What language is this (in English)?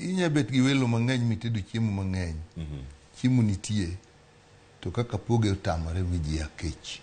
Luo (Kenya and Tanzania)